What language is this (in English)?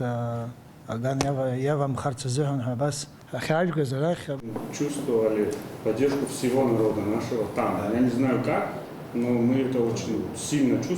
Abkhazian